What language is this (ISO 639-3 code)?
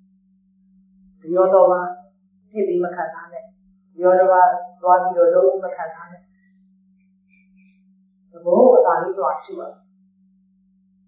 mya